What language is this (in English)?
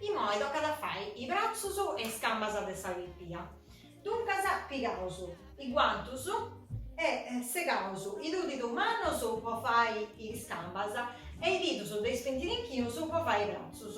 Sardinian